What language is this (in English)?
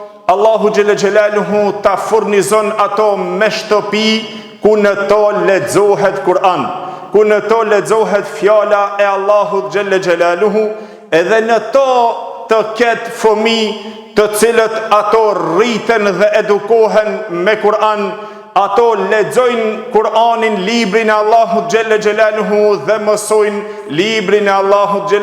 Albanian